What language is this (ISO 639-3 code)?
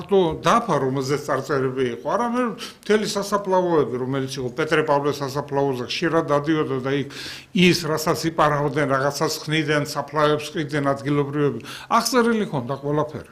kat